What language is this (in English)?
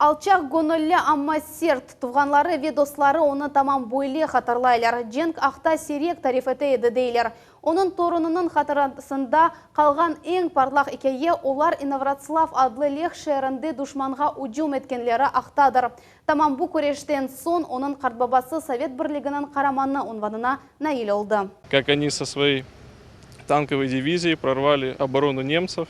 Crimean Tatar